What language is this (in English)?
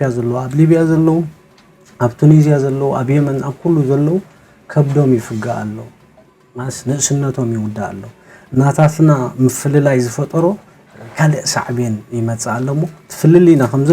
Tigrinya